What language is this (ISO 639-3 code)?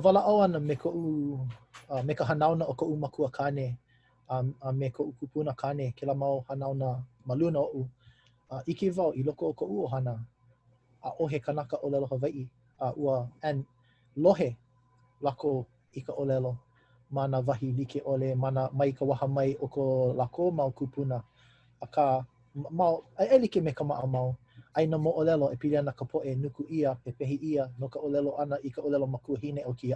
haw